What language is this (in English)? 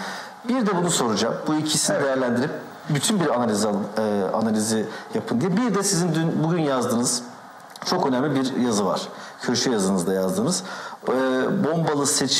Turkish